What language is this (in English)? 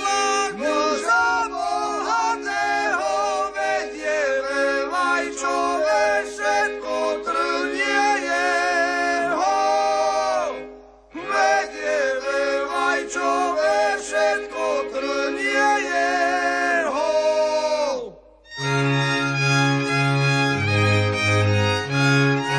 Slovak